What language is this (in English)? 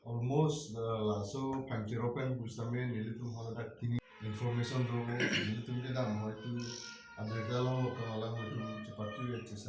Karbi